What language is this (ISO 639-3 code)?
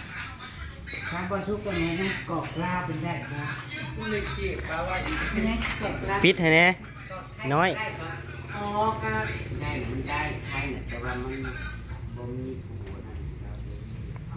tts